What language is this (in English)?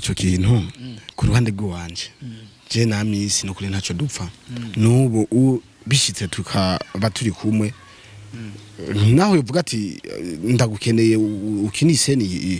Rundi